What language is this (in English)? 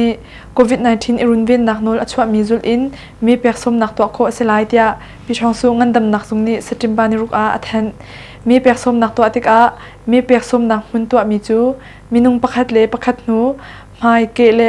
Hakha Chin